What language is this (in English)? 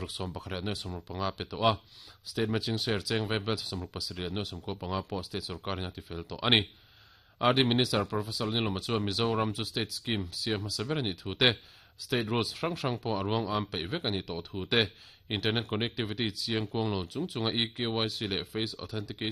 Mizo